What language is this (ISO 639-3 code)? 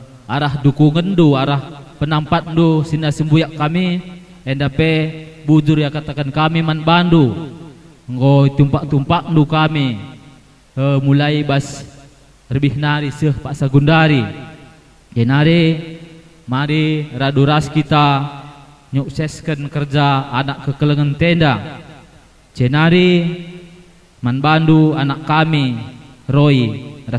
btx